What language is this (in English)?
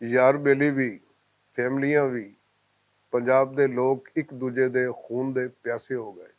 Western Panjabi